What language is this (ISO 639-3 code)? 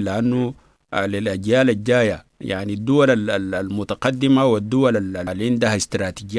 apd